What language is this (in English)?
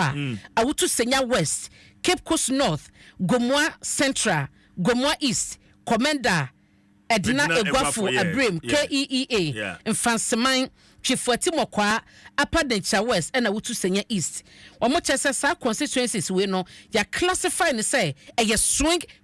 Akan